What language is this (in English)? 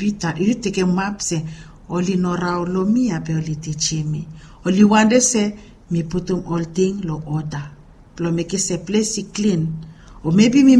Bislama